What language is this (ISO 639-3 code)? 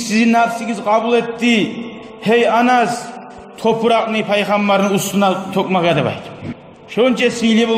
kum